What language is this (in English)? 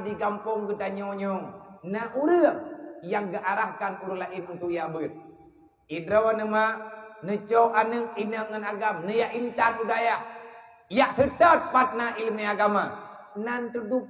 Achinese